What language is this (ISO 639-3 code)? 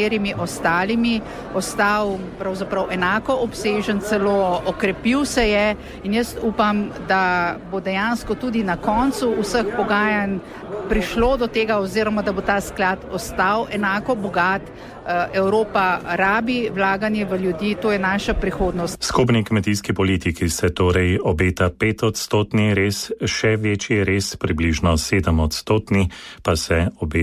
slv